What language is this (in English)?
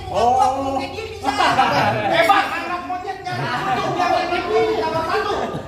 Betawi